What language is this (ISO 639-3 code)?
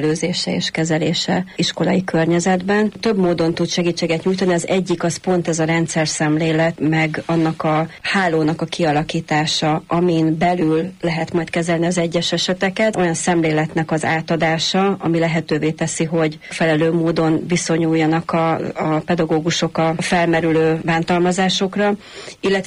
hun